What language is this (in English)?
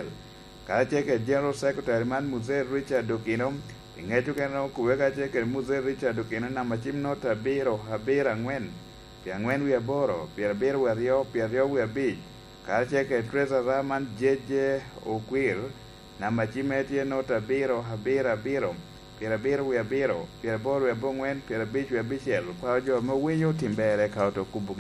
Lango (Uganda)